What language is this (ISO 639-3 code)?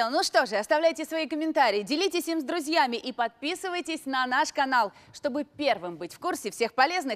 rus